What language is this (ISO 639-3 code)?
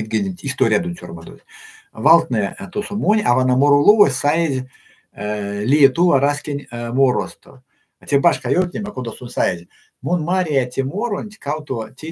myv